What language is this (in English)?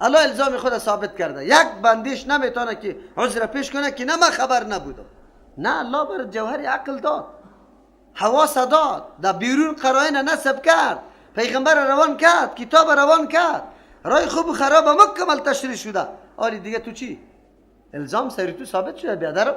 Persian